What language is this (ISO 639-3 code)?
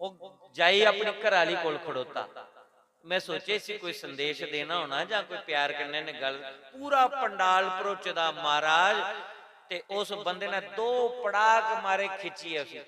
doi